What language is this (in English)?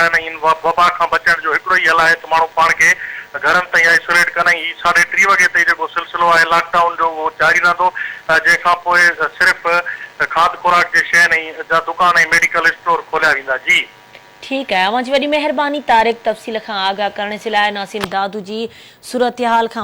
Sindhi